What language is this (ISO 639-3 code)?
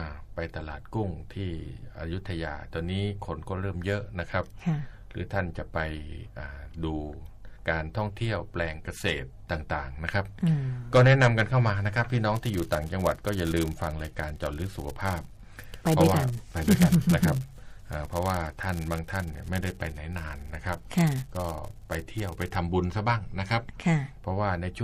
tha